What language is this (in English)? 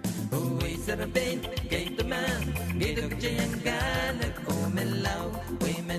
Pohnpeian